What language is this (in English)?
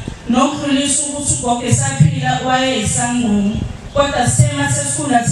Zulu